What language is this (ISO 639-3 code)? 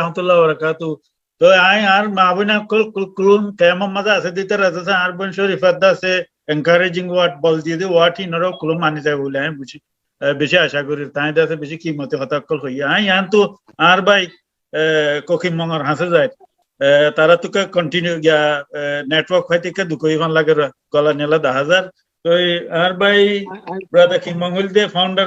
rhg